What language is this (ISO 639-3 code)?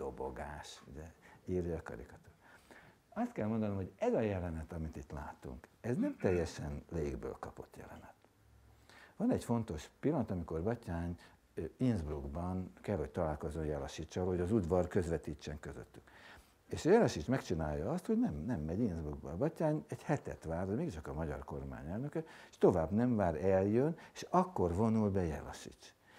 hun